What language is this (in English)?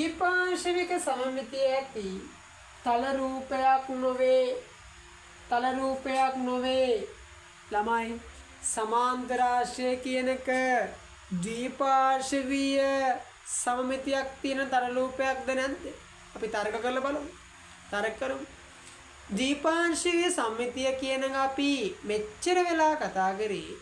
Sinhala